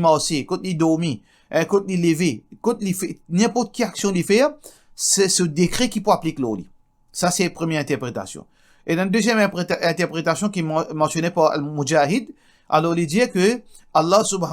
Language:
Morisyen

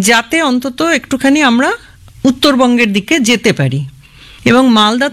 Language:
Bangla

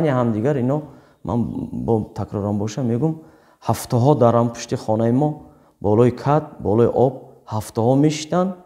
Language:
Tajik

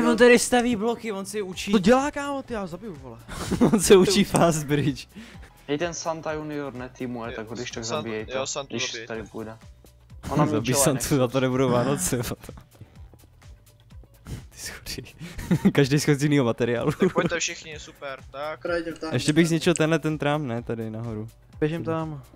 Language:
Czech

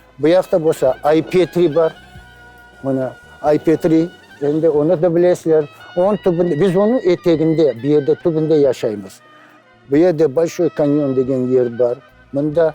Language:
Crimean Tatar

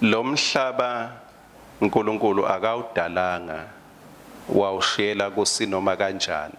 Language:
Swati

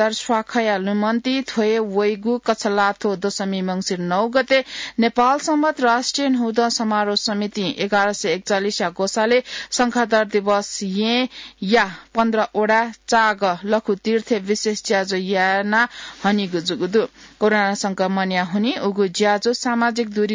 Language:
Newari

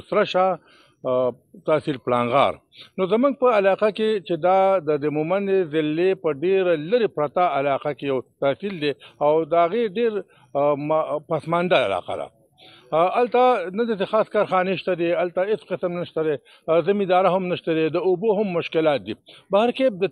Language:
Pashto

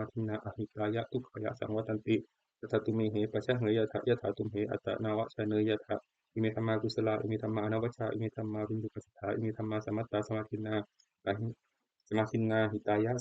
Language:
Pali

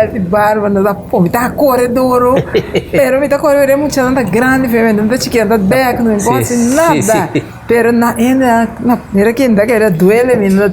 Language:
Papiamento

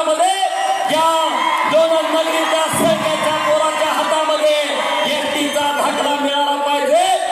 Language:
Marathi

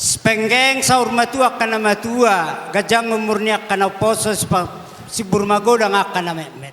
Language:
Batak Toba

